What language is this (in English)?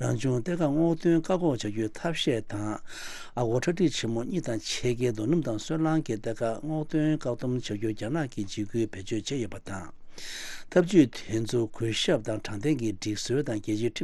Tibetan